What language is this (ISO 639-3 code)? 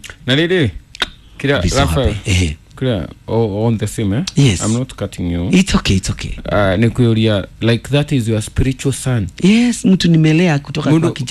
kik